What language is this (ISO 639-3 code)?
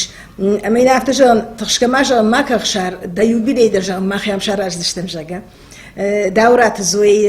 oss